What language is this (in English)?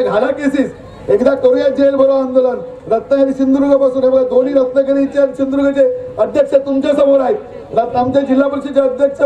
Marathi